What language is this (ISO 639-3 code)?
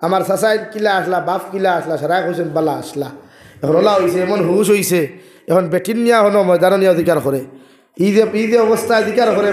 syl